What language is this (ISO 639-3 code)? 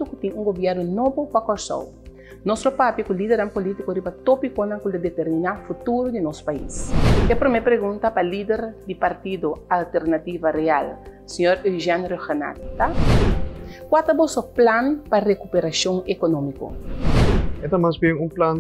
pap